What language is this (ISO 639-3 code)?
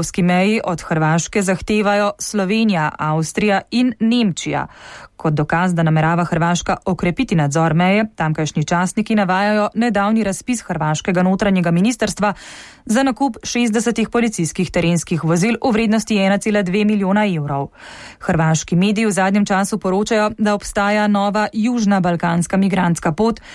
slv